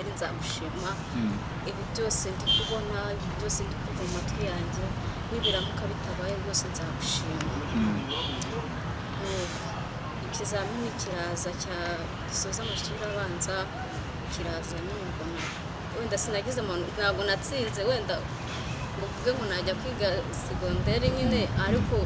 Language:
Kinyarwanda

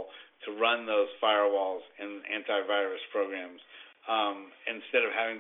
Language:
English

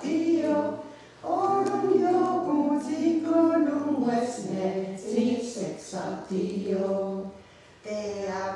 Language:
Mohawk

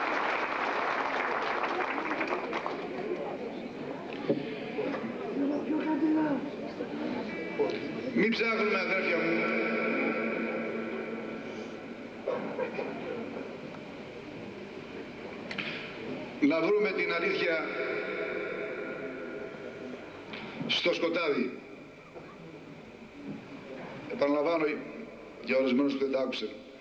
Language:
Greek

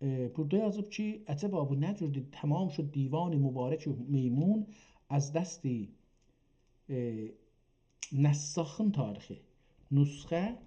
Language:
South Azerbaijani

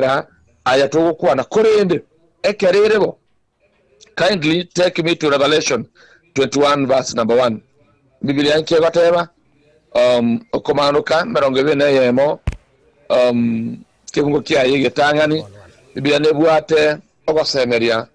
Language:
Gusii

